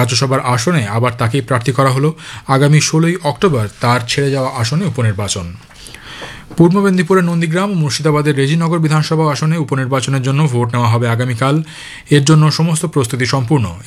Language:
Bangla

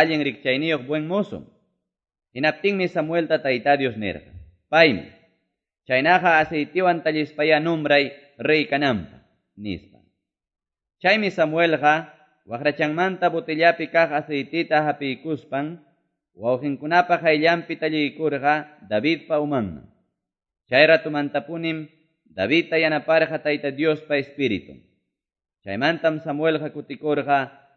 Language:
Quechua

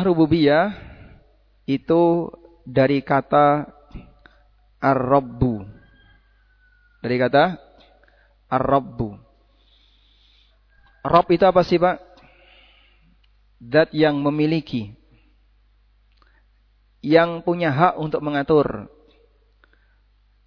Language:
Indonesian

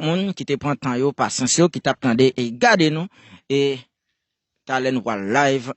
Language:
Haitian Creole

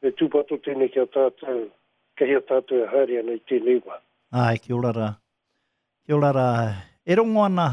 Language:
Māori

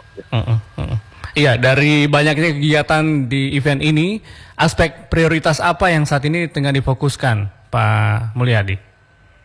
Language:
Indonesian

